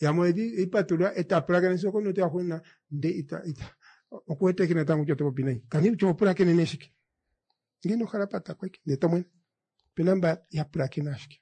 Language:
Kuanyama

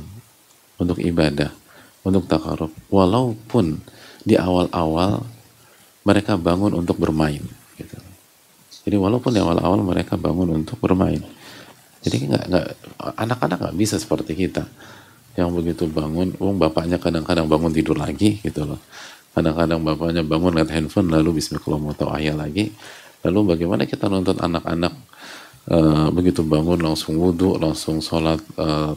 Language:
Indonesian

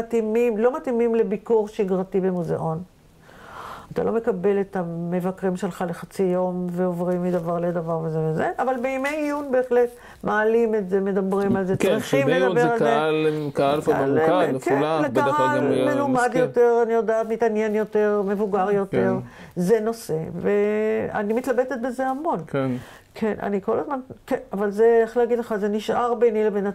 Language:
Hebrew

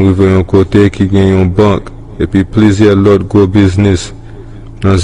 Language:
Haitian Creole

